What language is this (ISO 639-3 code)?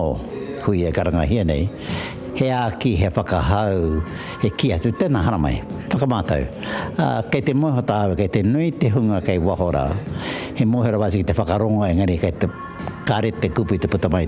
mri